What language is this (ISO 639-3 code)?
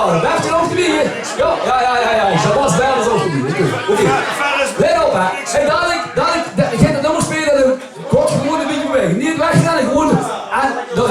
lim